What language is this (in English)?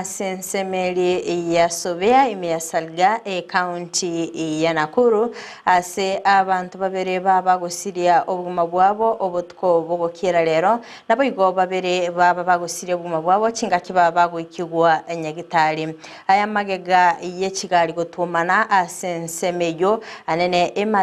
Gusii